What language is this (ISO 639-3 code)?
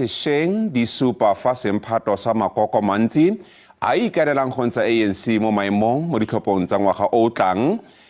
tsn